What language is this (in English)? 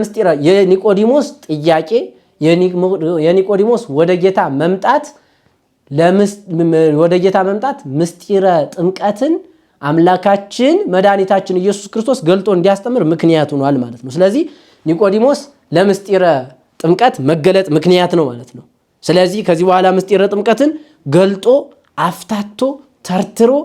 Amharic